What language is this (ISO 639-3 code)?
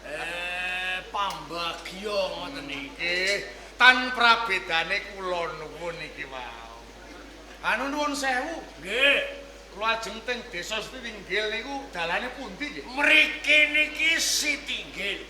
jav